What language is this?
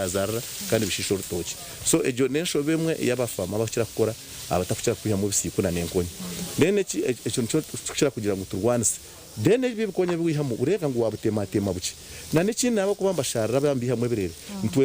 Nyankole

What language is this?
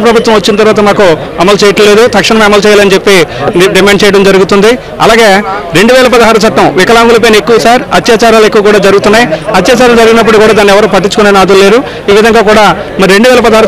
Telugu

